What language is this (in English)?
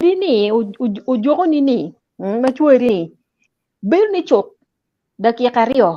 Acoli